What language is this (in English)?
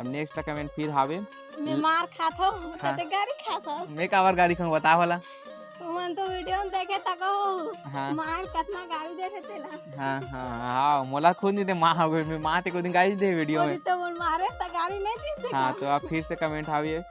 Chhattisgarhi